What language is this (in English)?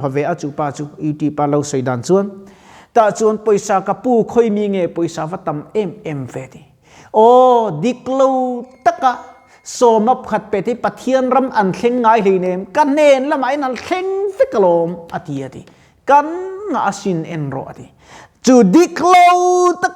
Mizo